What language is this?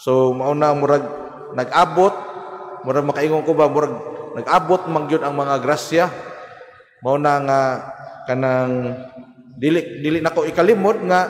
Cebuano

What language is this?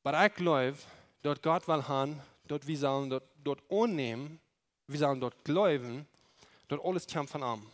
Plautdietsch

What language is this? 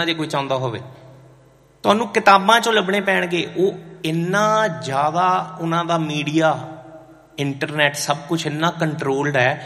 Punjabi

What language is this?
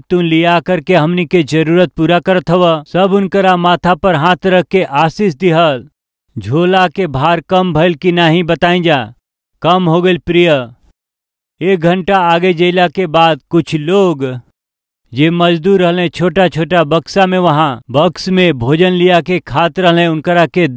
Bhojpuri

